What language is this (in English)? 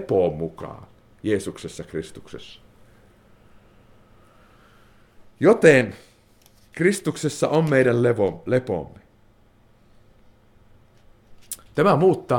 Finnish